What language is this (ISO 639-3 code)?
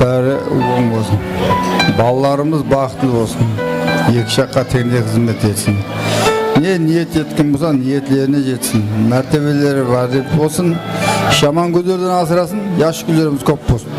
kaa